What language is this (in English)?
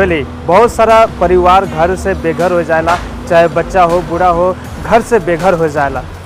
Sadri